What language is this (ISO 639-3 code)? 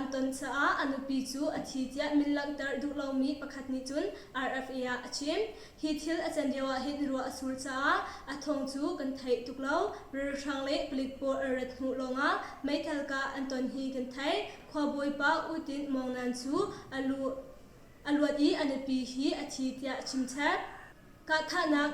cnh